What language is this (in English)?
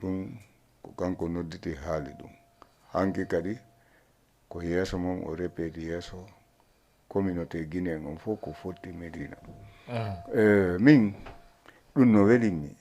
Fula